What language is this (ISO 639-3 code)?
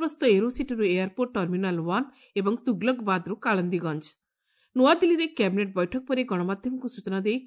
ori